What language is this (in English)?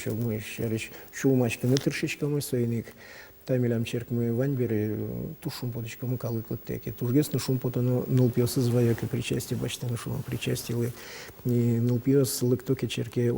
Udmurt